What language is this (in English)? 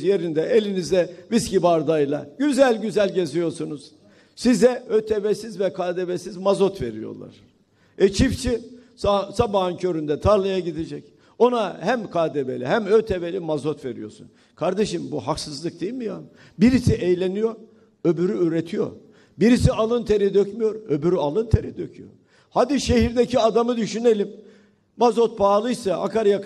Turkish